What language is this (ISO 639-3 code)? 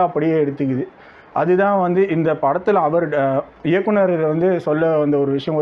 tam